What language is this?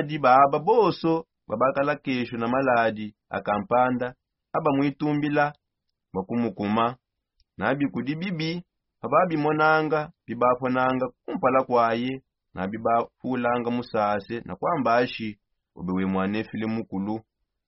Songe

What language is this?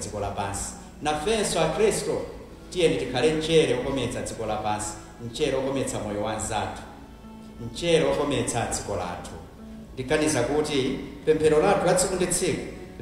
Nyanja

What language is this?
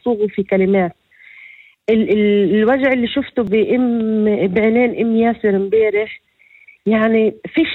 North Levantine Arabic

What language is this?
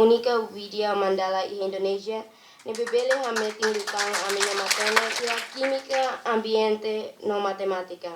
Tetum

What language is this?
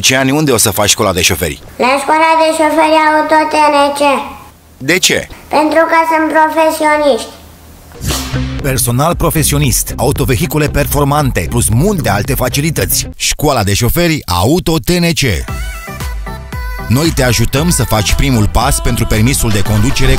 Romanian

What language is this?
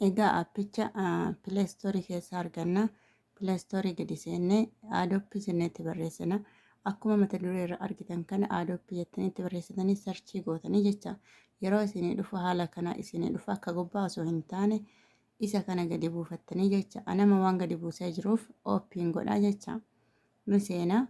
Oromo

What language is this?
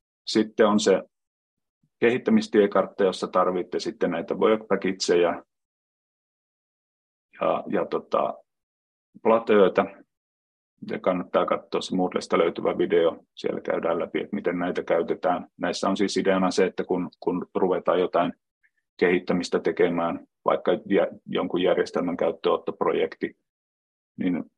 Finnish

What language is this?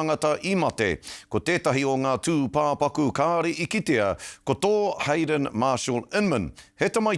Māori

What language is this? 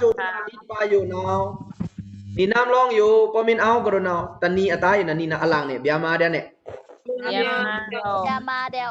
Pa'o Karen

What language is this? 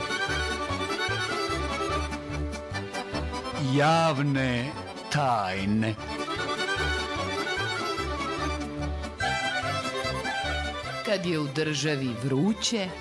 Croatian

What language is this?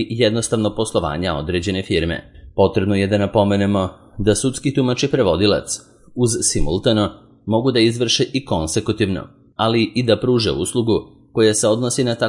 Serbian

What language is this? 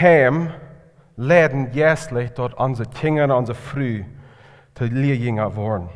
Plautdietsch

